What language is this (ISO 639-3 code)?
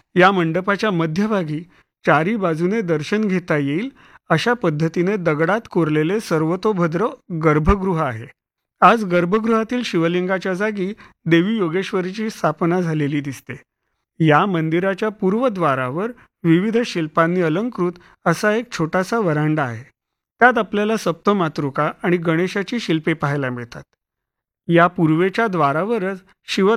mar